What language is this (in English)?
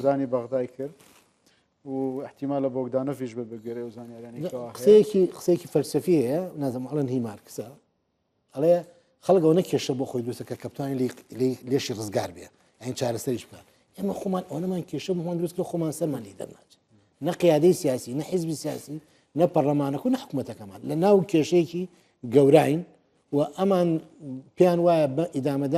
Central Kurdish